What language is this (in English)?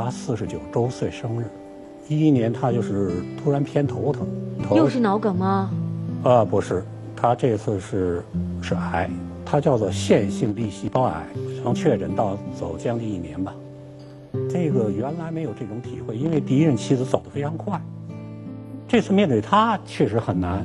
Chinese